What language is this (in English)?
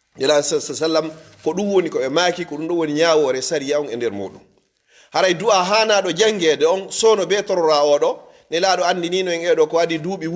Pular